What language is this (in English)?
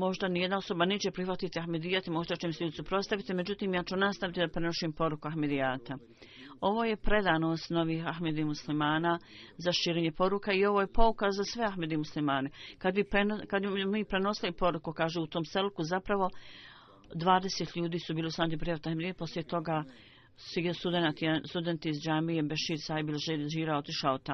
Bosnian